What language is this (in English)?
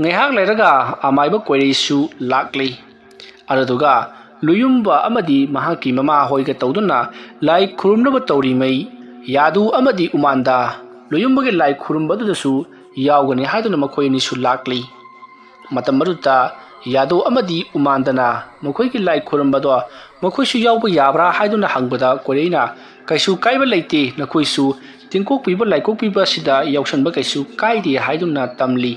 Manipuri